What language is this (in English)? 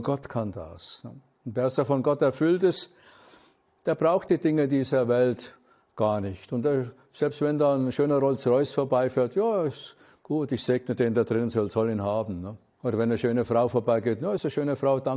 German